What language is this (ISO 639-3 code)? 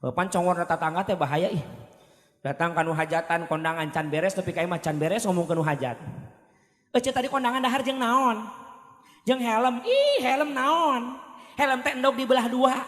sun